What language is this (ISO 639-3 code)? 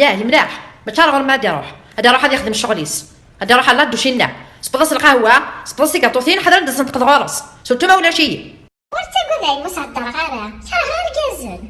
kab